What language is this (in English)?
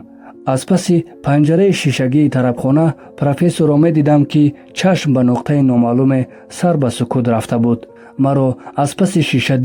Tajik